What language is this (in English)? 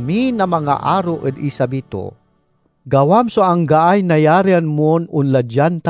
Pangasinan